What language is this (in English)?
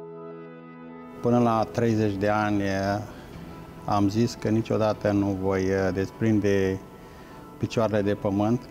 Romanian